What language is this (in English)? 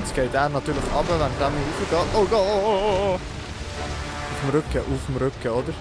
Swiss German